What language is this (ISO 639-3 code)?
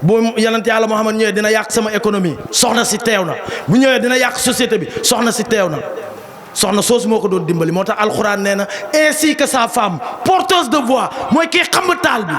wol